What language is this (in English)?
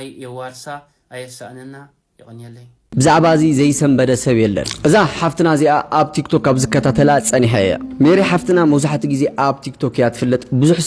Tigrinya